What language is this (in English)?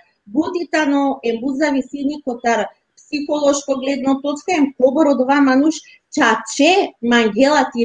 Balkan Romani